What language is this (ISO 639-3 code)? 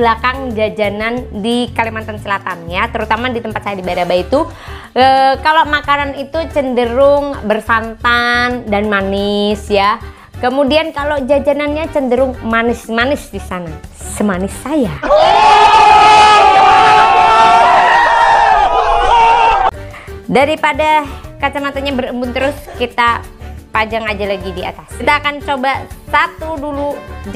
ind